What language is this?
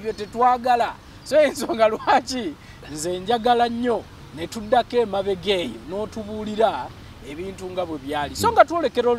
Ganda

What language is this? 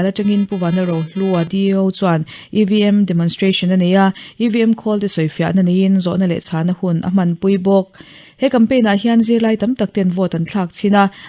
Mizo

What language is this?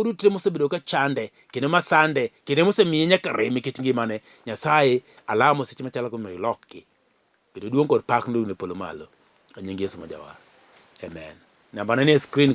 Luo (Kenya and Tanzania)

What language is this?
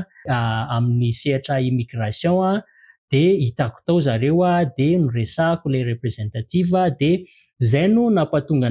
Malagasy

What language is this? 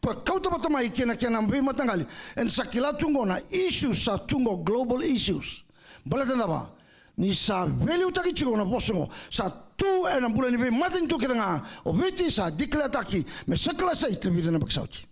Fijian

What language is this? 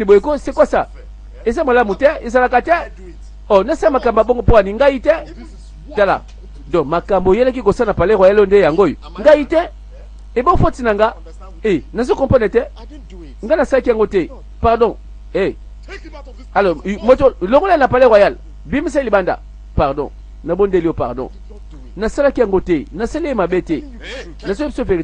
Lingala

